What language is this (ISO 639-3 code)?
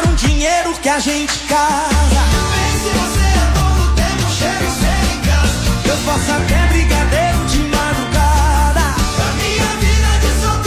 por